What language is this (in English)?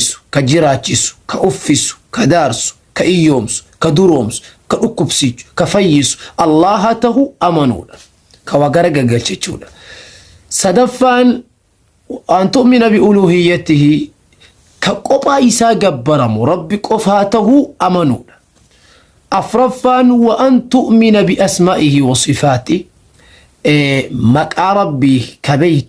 Oromo